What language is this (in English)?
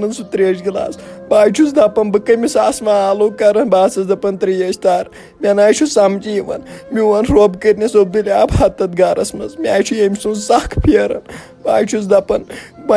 Kashmiri